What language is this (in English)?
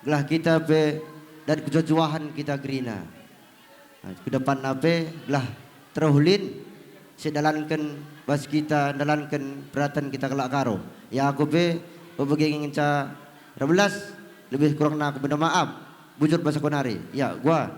Batak Karo